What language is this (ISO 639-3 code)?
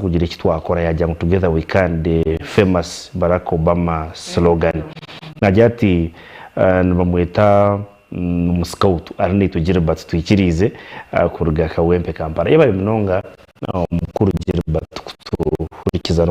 nyn